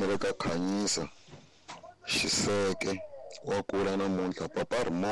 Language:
Tsonga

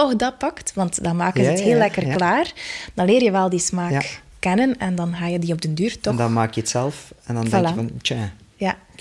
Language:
Dutch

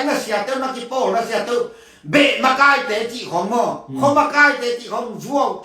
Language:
Tedim Chin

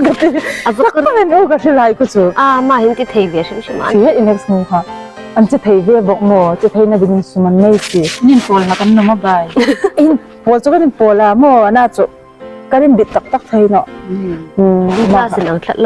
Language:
Hmar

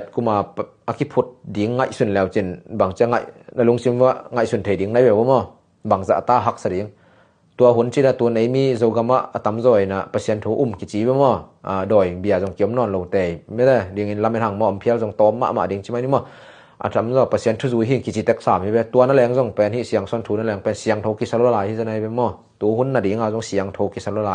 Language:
Tedim Chin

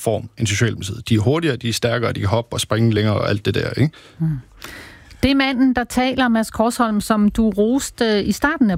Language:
Danish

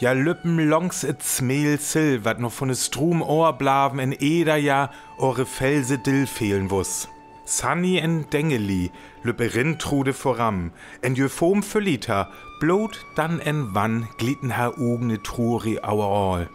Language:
Northern Frisian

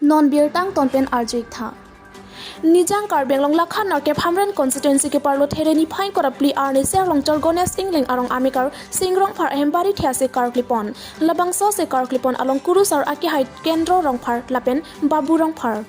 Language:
Karbi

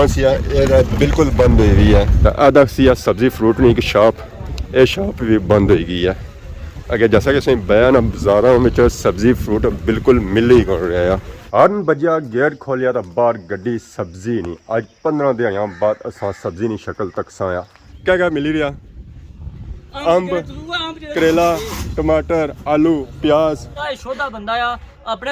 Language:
Pahari-Potwari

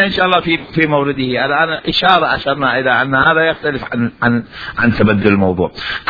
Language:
Mesopotamian Arabic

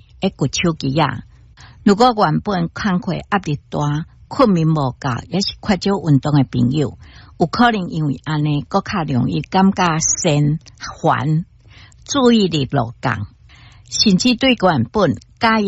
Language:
Min Nan Chinese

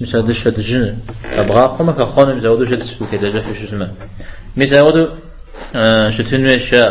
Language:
Kabardian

